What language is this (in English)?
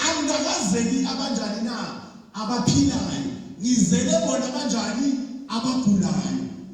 Zulu